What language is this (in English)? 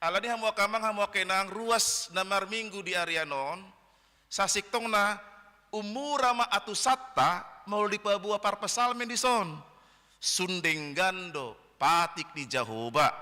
Batak Toba